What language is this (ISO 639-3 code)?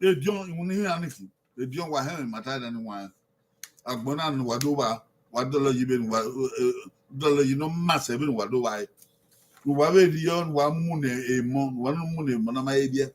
bin